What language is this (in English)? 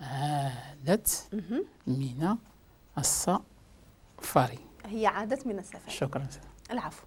Moroccan Arabic